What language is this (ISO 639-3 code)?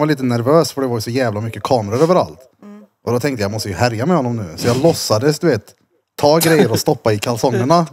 swe